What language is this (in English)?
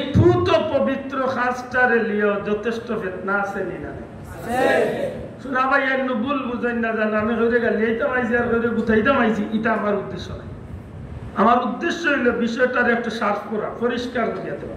Sylheti